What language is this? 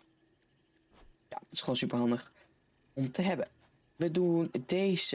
Dutch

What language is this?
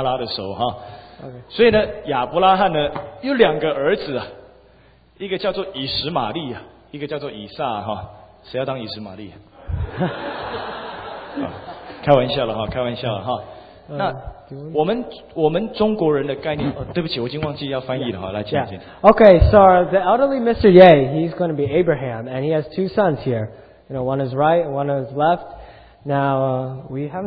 Chinese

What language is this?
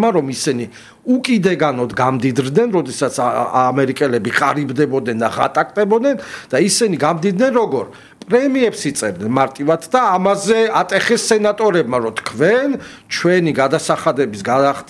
Georgian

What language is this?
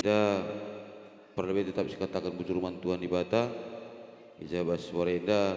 Batak Karo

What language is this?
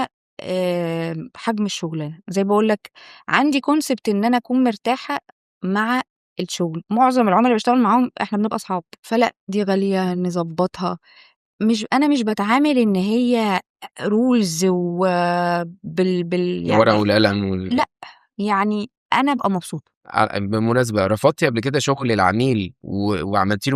Egyptian Arabic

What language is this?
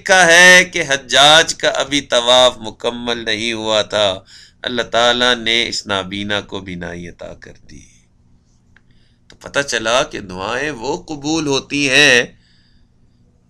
Urdu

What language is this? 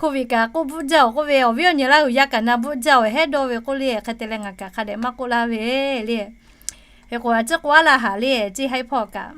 Lahu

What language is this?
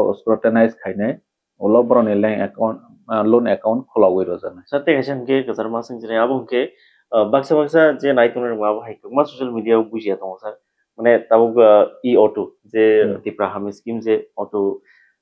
Kok Borok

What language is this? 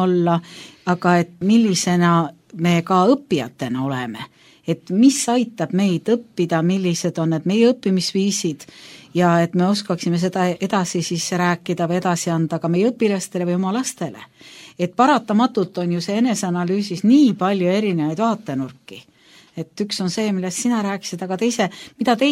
Estonian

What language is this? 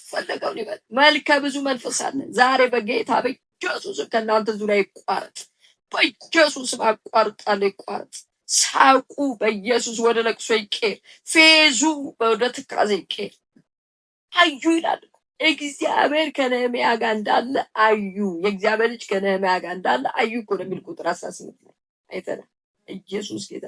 Amharic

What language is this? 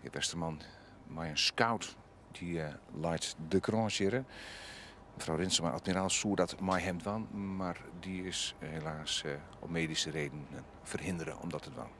Western Frisian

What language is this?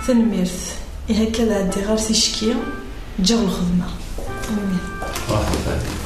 Kabyle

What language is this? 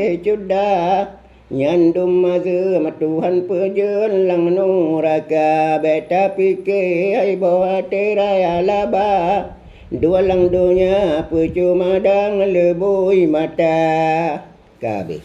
Achinese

